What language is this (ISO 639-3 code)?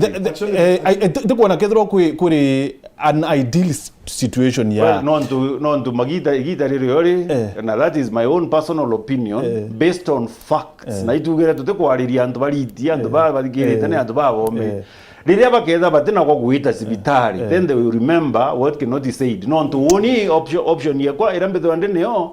mer